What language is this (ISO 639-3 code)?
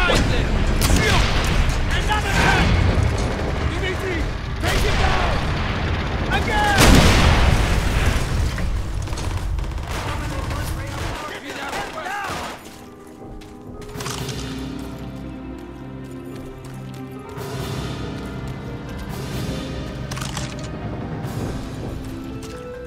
eng